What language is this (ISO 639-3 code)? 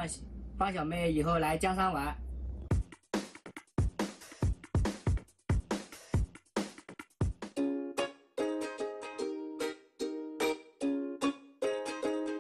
zho